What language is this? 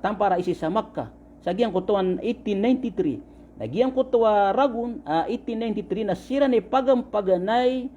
Maranao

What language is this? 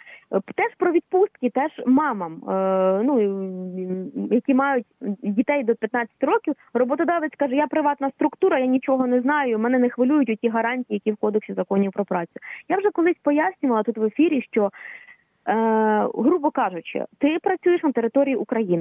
Ukrainian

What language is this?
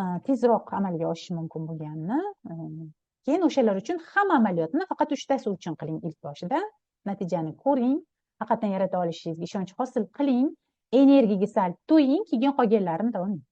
Uzbek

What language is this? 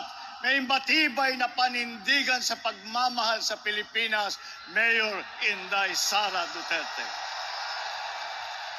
Filipino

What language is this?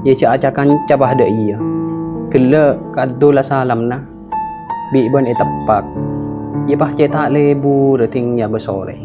Madurese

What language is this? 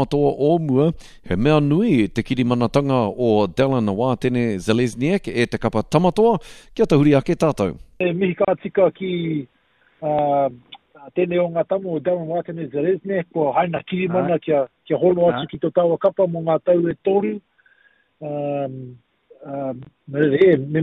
Māori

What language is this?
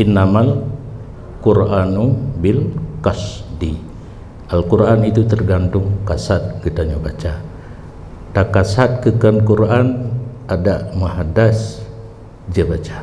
Achinese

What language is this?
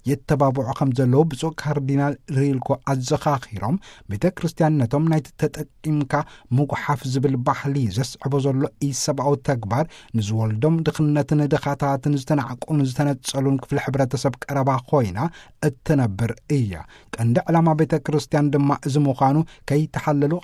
Tigrinya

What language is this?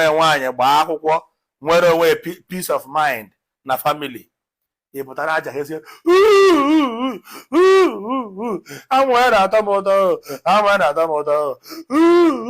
Igbo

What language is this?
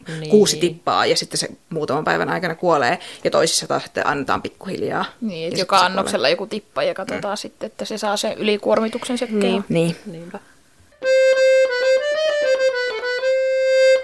Finnish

